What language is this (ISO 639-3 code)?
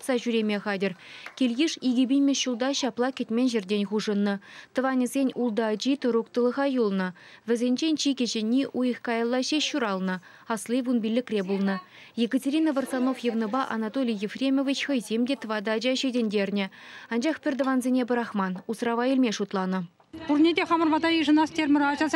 chv